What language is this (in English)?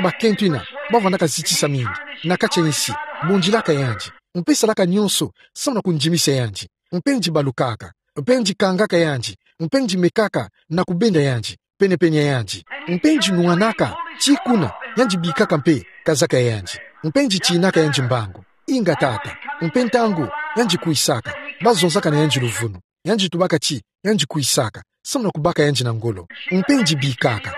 Kituba (Democratic Republic of Congo)